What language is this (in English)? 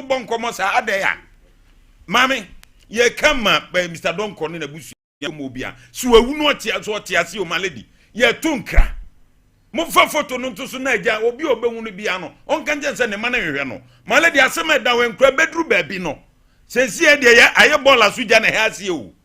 Akan